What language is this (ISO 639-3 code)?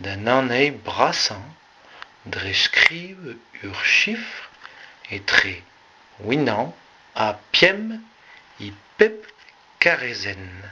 bre